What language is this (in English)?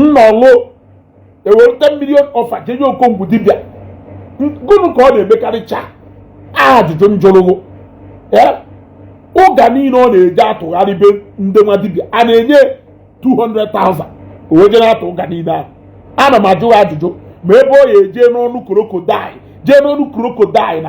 Igbo